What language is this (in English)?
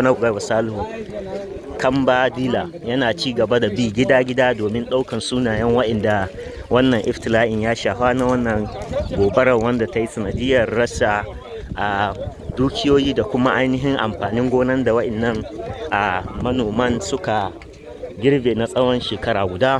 Hausa